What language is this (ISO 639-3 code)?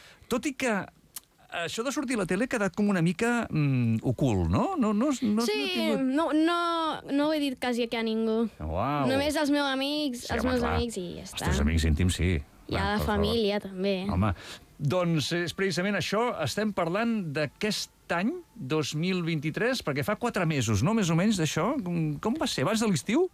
cat